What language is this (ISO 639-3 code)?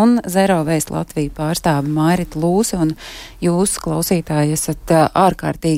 lav